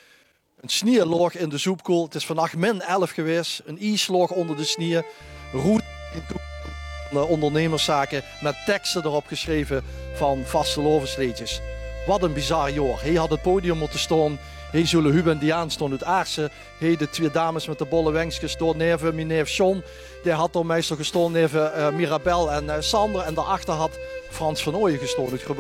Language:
Limburgish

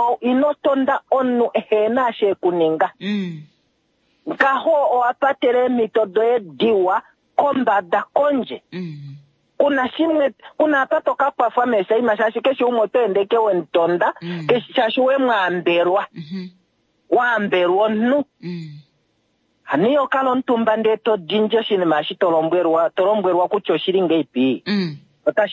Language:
Kuanyama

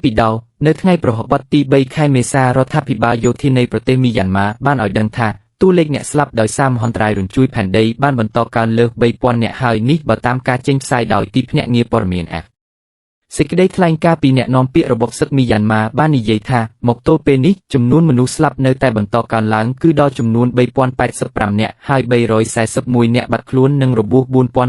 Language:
Khmer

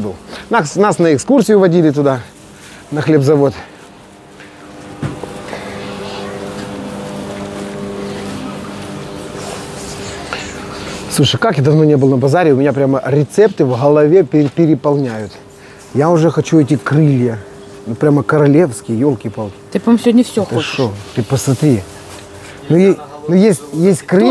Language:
Russian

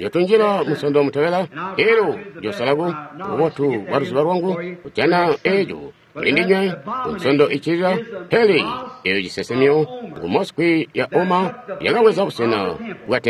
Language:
Tonga (Zambia)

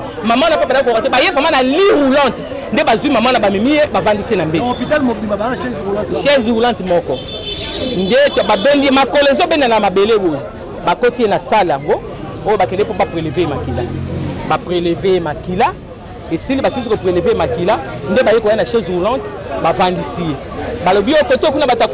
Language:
Lingala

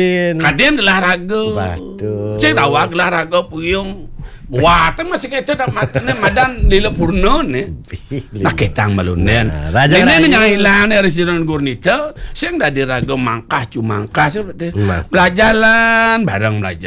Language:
Balinese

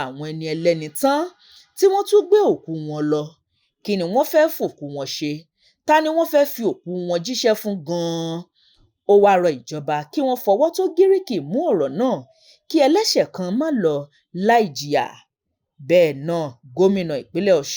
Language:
Yoruba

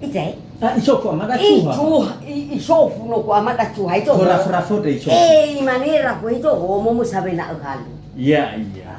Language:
Nias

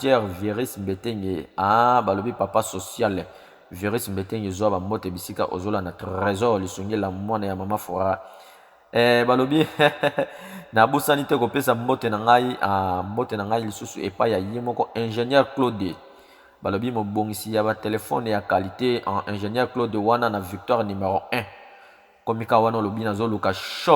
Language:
Lingala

